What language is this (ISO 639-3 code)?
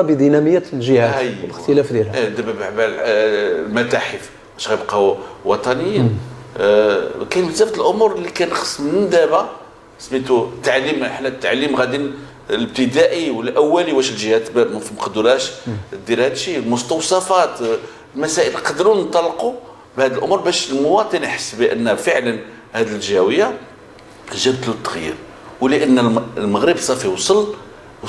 ary